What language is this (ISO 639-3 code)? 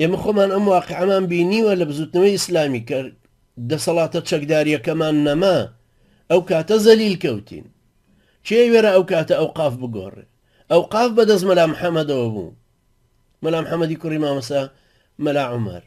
ckb